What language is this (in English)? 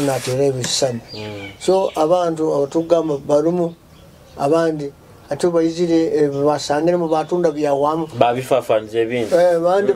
Nyoro